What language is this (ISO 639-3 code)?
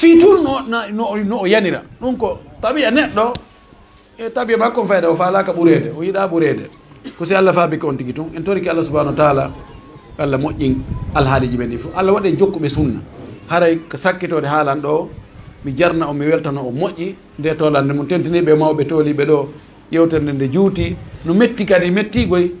ful